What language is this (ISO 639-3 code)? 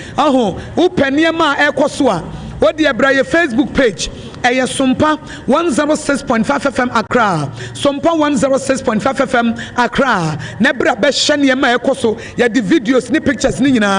aka